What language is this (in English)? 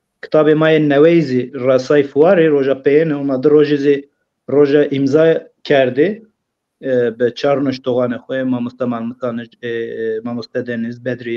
Zaza